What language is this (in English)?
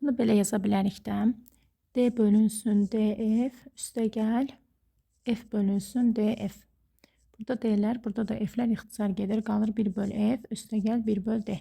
Azerbaijani